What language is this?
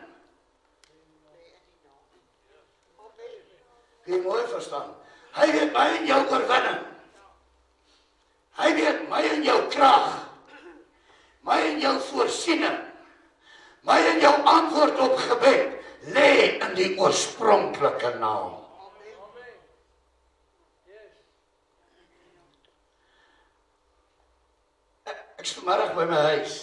Afrikaans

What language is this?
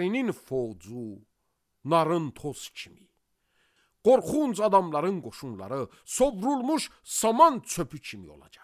Azerbaijani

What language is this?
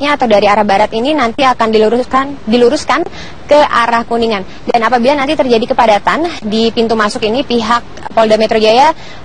Indonesian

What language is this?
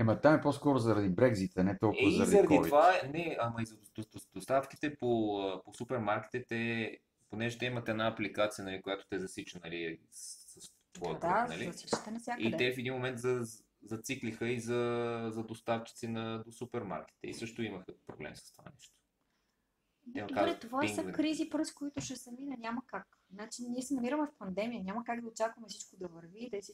Bulgarian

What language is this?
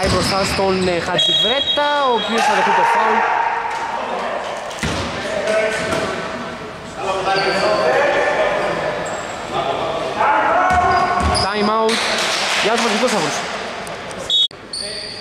Greek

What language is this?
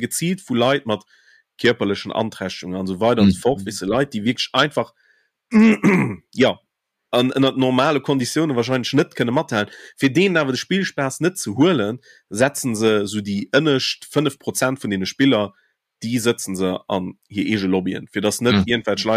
Luxembourgish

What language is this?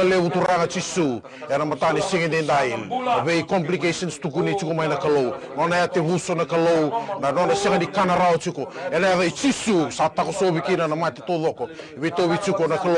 Fijian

